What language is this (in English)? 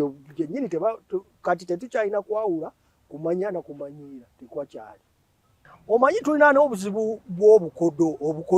Ganda